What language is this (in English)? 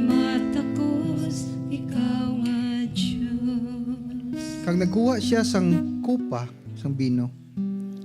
Hiligaynon